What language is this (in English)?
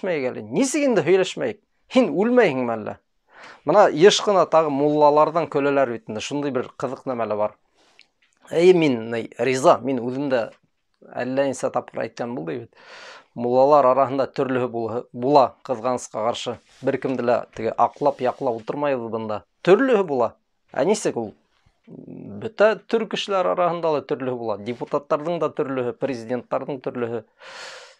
Bashkir